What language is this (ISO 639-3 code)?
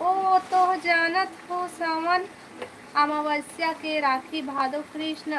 hne